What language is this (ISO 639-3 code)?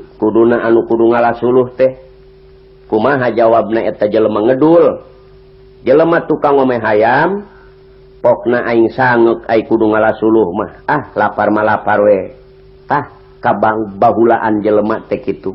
sun